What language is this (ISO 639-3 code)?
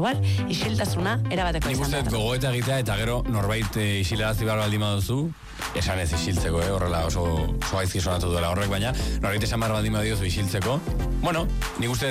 eus